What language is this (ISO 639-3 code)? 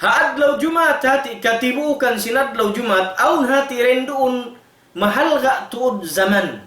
tsg